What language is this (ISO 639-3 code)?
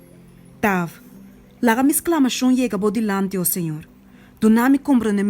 pap